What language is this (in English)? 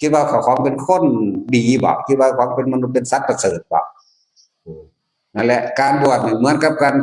Northeastern Thai